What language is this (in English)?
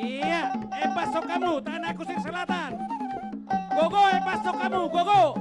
Batak Toba